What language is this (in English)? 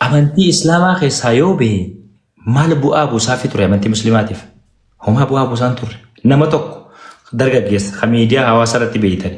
Oromo